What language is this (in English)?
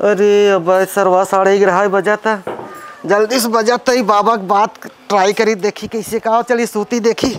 Awadhi